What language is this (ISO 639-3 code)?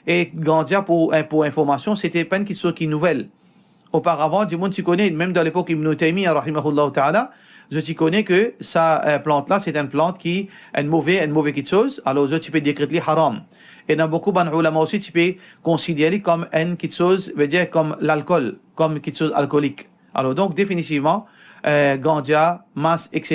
mfe